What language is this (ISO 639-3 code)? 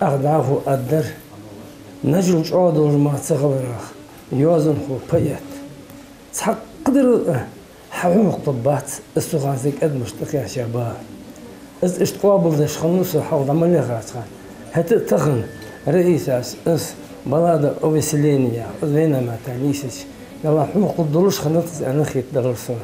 inh